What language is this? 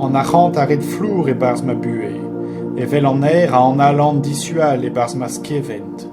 Breton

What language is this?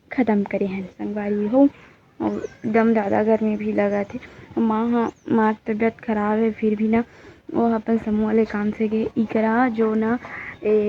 Chhattisgarhi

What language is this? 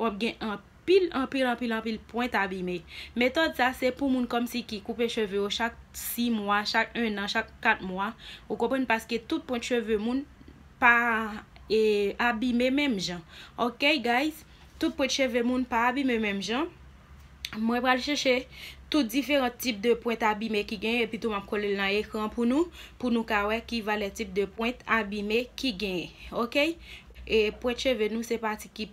Haitian Creole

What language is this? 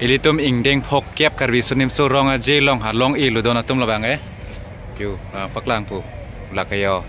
Karbi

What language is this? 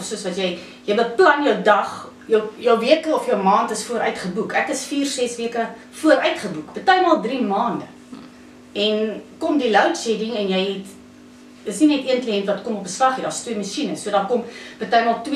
Afrikaans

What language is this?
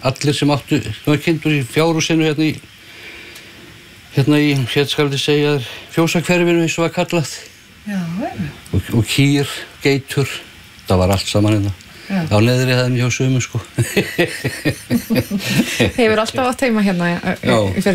Icelandic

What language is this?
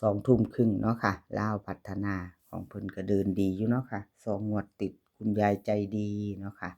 Northeastern Thai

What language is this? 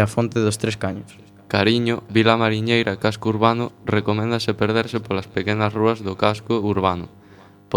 Galician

